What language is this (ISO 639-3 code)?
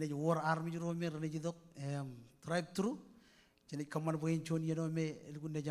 mah